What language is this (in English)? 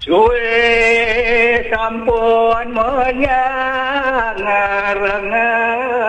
Balinese